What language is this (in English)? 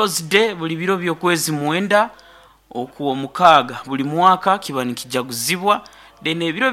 Nyoro